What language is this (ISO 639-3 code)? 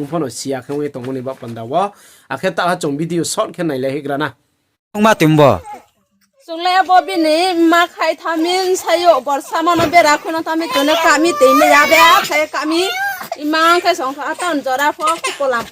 ria